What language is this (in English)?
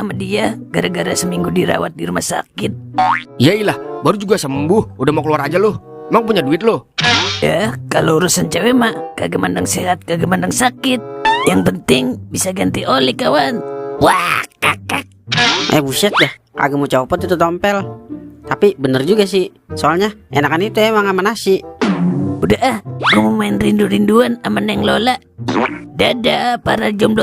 Betawi